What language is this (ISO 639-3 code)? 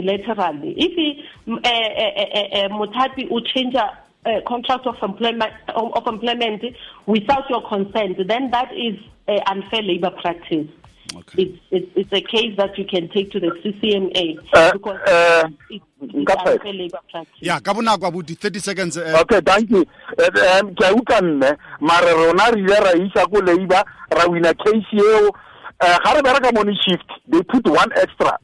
sot